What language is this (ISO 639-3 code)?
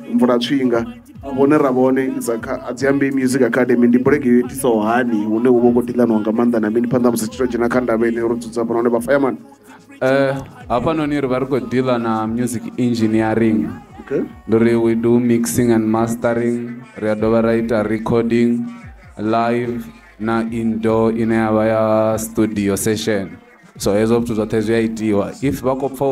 ven